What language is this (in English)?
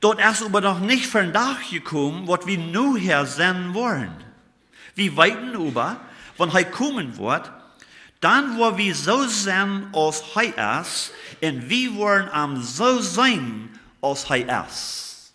Plautdietsch